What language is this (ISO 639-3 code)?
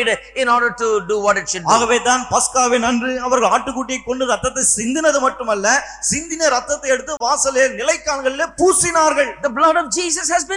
tam